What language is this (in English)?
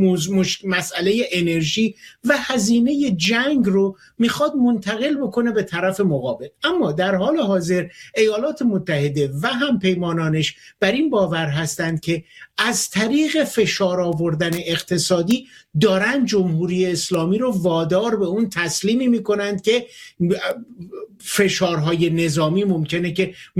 Persian